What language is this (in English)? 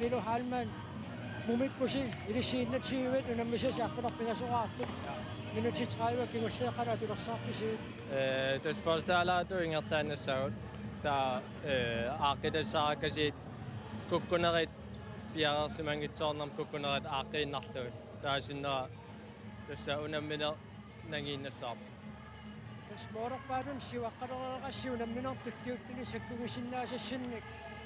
Kalaallisut